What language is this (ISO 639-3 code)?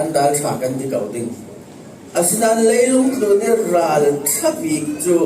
cfm